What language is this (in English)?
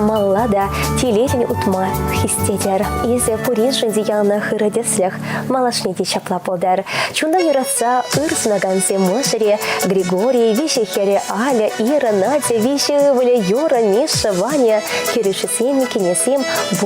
Chuvash